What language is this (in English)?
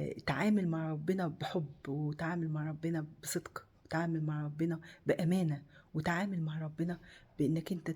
Egyptian Arabic